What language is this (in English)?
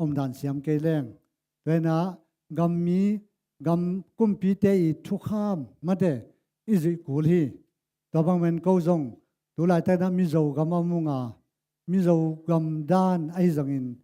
Tedim Chin